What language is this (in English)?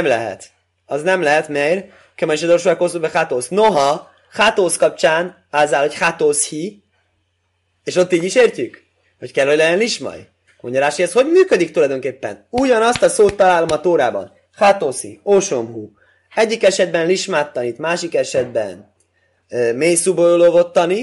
Hungarian